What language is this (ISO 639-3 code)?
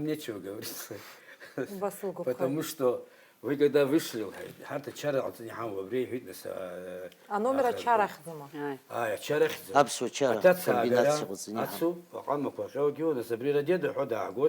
abk